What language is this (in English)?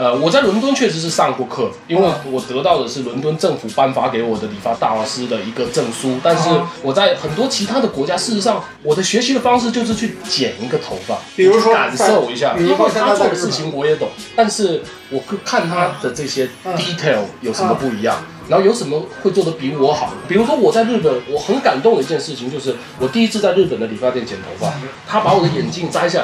Chinese